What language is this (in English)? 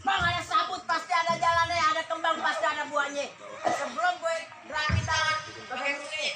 Betawi